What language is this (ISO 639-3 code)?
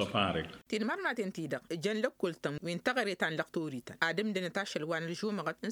taq